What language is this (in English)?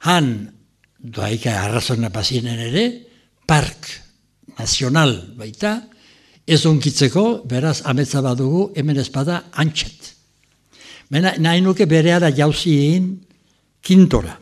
Basque